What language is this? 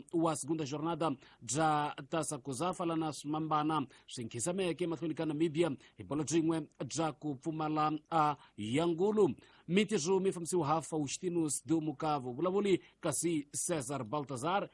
Tsonga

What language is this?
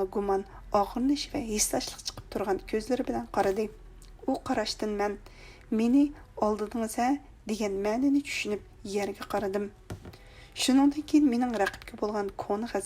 Uyghur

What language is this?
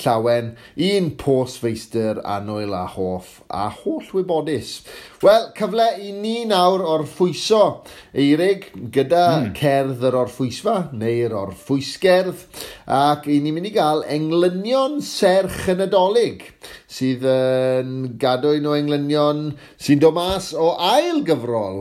Welsh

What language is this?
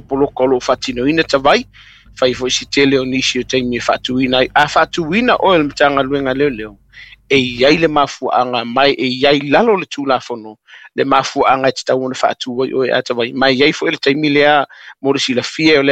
Samoan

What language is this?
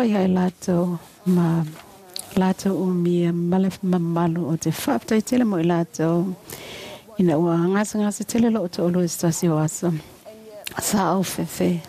Samoan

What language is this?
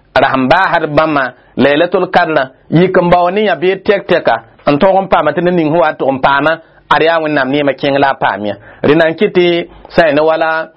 Mossi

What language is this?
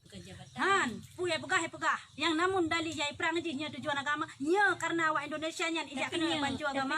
Achinese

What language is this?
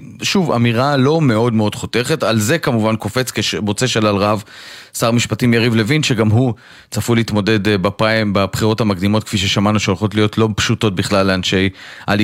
Hebrew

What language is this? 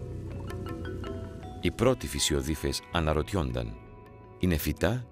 Greek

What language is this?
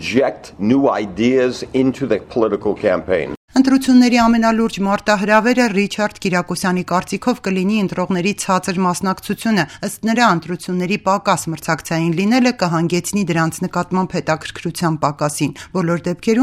Armenian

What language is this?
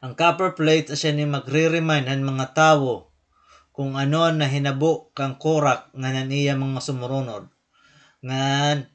Waray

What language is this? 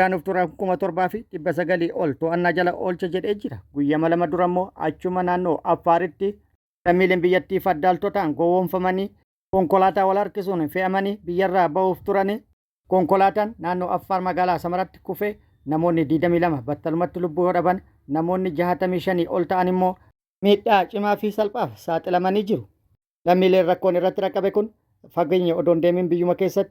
Oromo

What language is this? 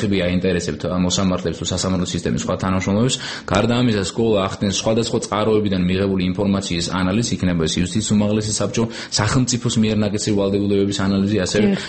Georgian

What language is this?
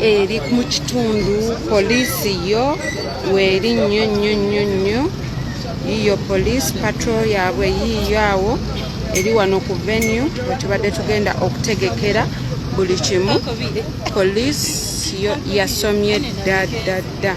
Ganda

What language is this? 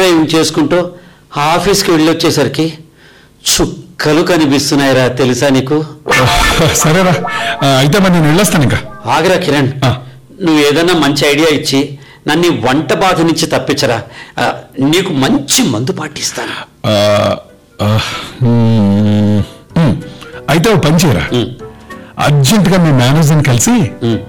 Telugu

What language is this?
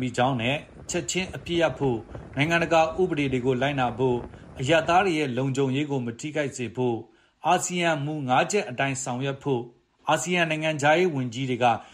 Burmese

